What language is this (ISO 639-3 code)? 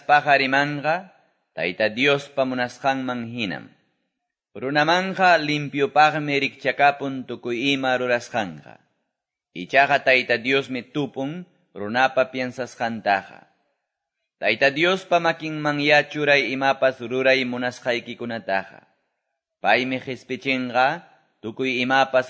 que